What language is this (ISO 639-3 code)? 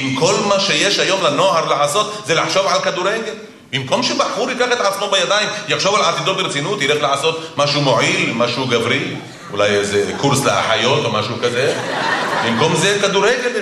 heb